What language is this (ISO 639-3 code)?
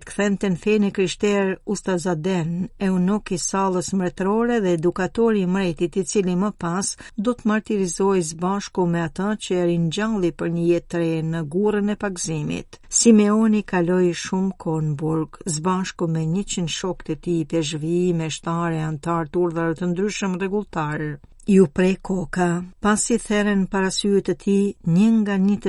sqi